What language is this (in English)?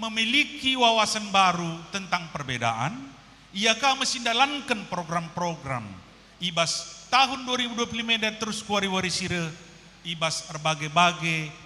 Batak Karo